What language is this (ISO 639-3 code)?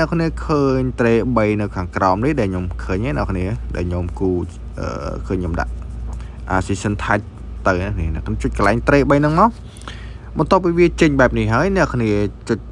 khm